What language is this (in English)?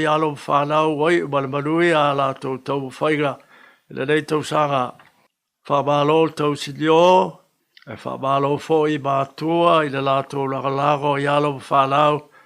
Samoan